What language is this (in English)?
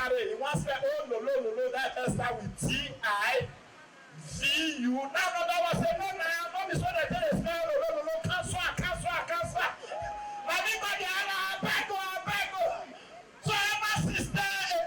Nigerian Pidgin